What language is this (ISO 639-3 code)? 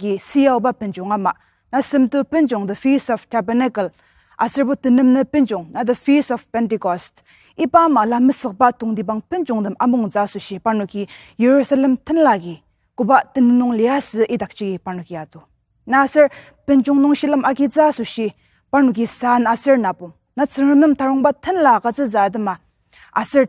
njo